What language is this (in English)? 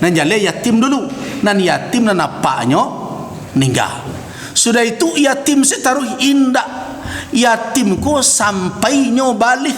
Minangkabau